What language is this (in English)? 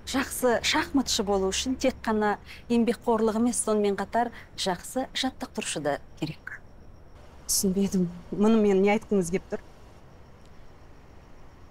Kazakh